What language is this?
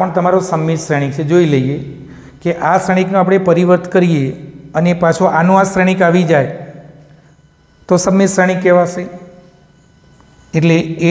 Gujarati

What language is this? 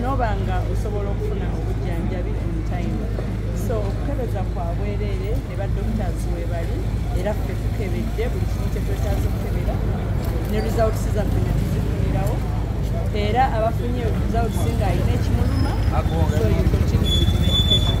Ganda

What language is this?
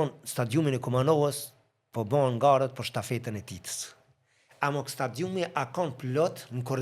Albanian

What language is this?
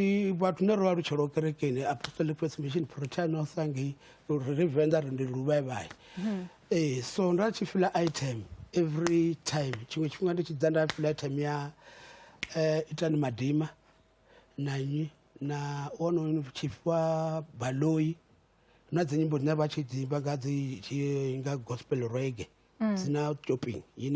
Venda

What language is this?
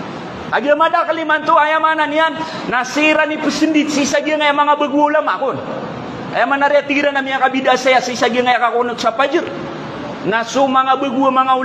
Maranao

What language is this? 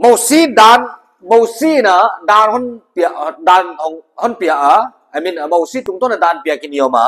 Paite Chin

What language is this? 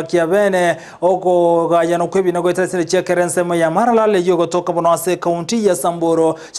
Gusii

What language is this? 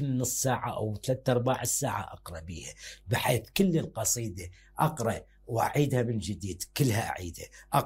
Mesopotamian Arabic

